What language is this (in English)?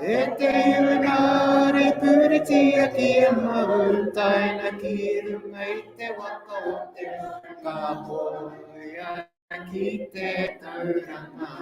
Māori